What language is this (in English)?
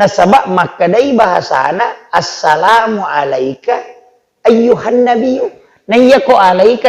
Buginese